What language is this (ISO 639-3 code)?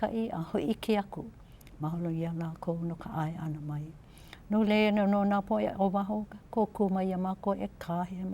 haw